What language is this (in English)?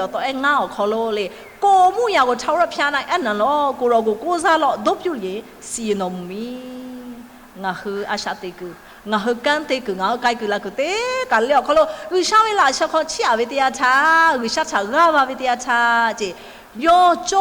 Lahu